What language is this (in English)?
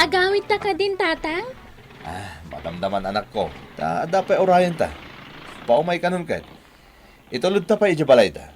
Iloko